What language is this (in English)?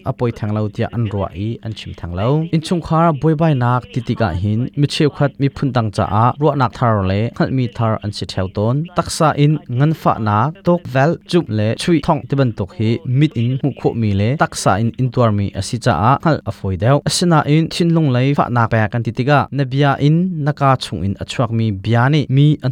Hakha Chin